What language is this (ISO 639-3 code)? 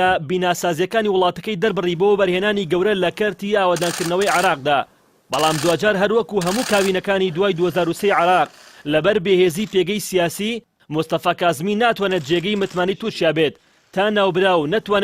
ckb